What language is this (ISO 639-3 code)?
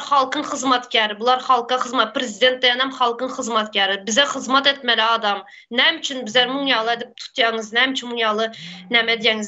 tuk